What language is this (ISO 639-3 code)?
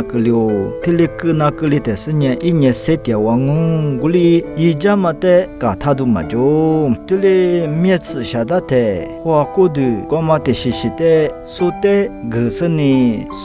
lis